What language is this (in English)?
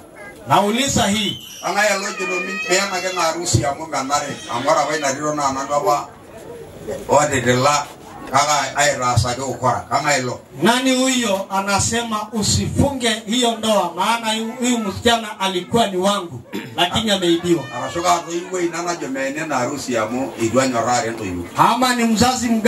Swahili